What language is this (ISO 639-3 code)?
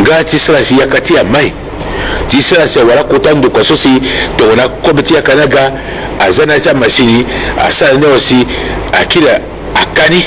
sag